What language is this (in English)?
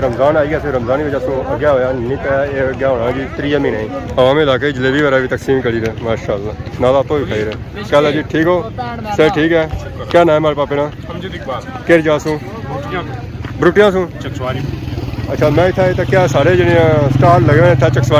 Pahari-Potwari